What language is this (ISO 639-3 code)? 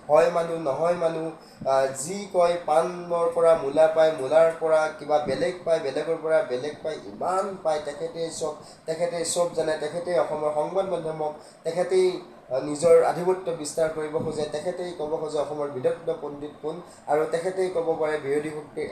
asm